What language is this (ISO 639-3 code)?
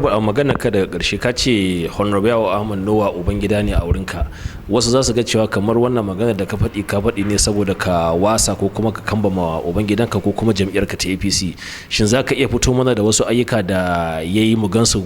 hau